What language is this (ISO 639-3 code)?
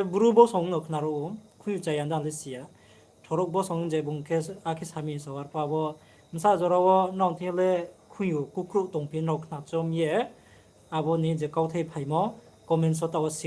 ria